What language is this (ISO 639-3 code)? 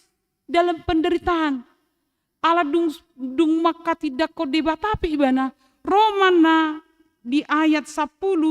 bbc